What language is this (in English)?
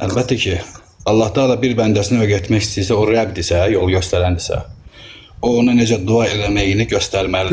Azerbaijani